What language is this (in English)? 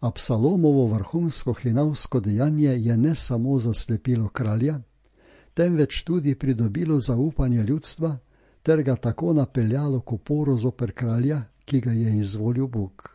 Slovenian